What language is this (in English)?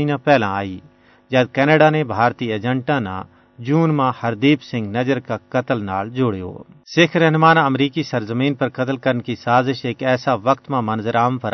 Gujari